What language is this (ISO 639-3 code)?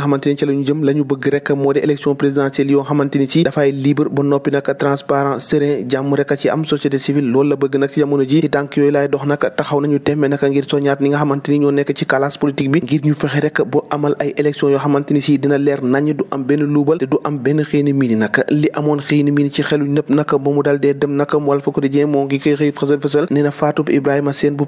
wol